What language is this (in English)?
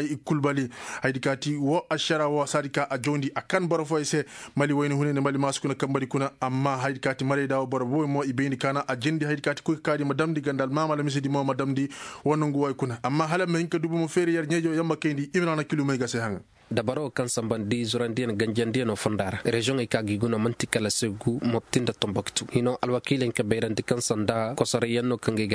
Koyraboro Senni